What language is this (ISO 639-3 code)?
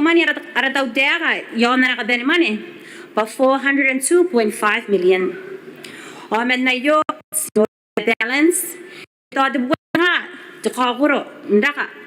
gil